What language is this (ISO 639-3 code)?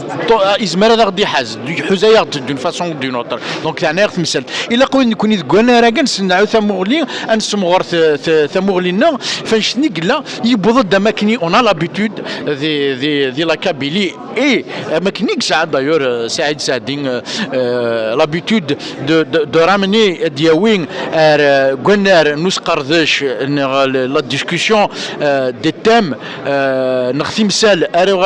kab